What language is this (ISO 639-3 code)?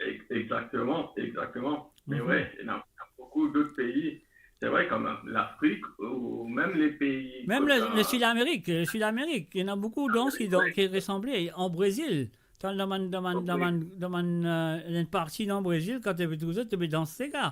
mfe